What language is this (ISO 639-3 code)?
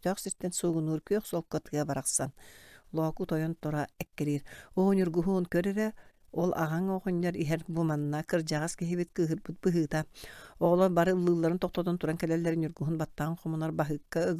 sah